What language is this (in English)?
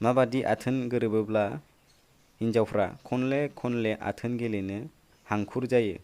Bodo